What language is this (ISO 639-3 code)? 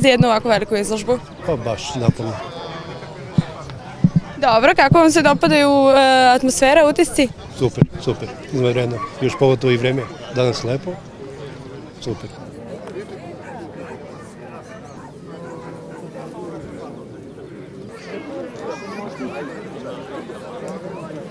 srp